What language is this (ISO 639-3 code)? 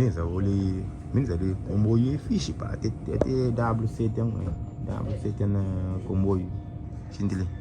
kea